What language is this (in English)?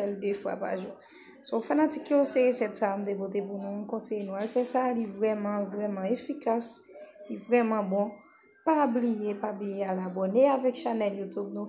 Haitian Creole